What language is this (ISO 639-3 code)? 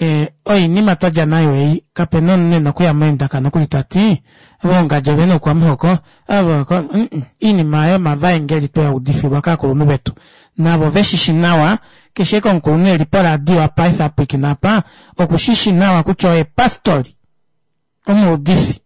kua